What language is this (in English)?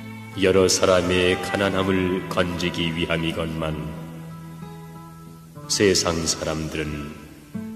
Korean